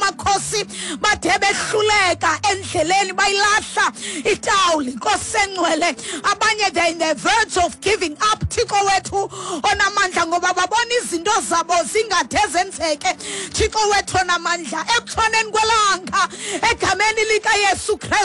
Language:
Xhosa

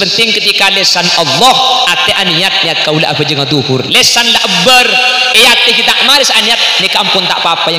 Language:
Madurese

